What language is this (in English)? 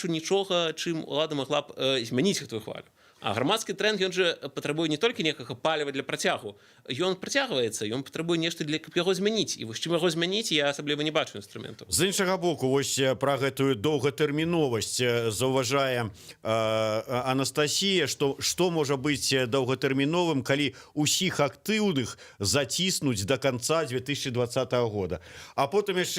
Belarusian